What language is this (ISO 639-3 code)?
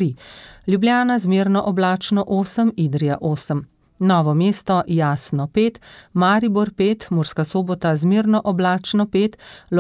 slv